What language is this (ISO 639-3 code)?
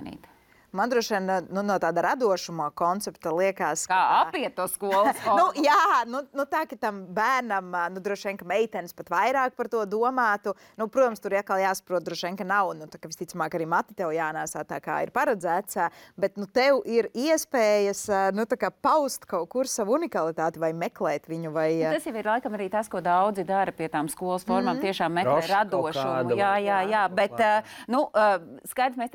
lav